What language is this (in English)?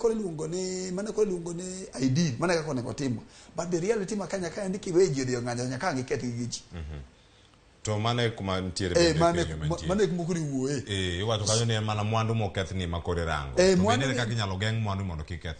Luo (Kenya and Tanzania)